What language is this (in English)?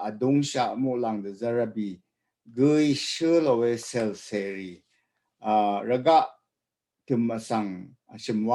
Rawang